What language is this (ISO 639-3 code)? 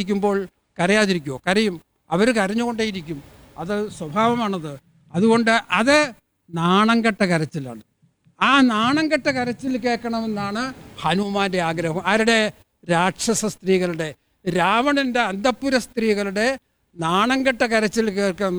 mal